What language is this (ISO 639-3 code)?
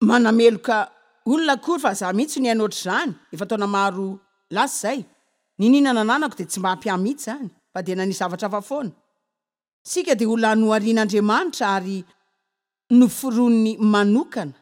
mlg